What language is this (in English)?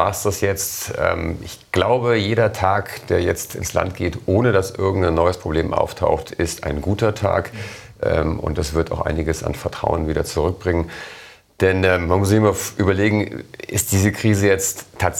German